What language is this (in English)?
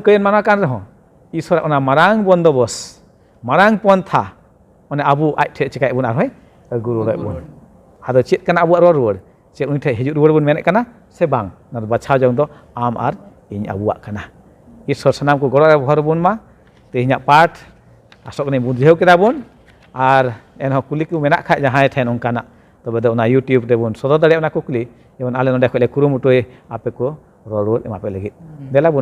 Santali